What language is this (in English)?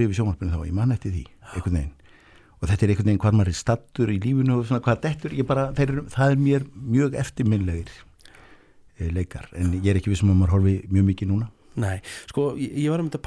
Icelandic